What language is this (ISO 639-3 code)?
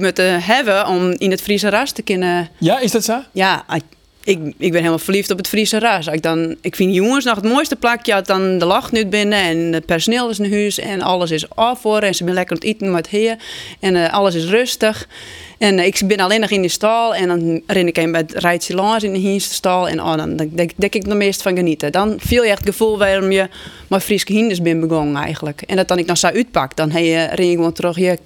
fry